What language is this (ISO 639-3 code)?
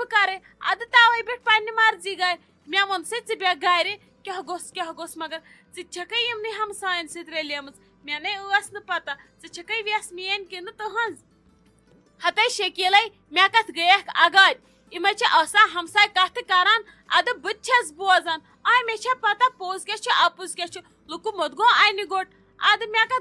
kas